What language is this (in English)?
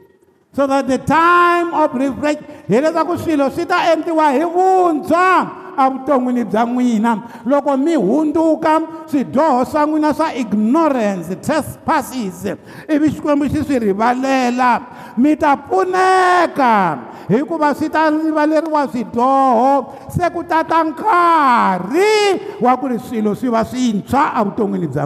Tsonga